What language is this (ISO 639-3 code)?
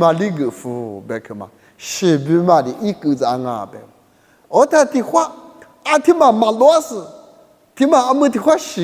lis